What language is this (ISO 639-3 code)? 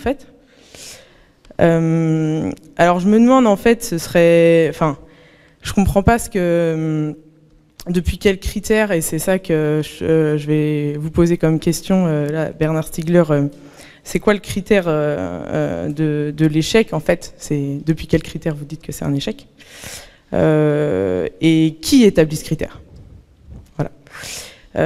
fra